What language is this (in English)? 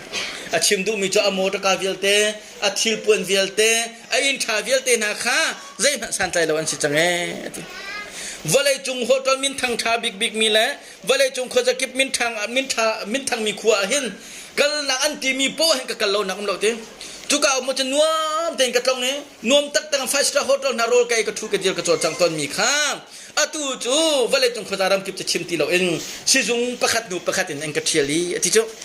Hakha Chin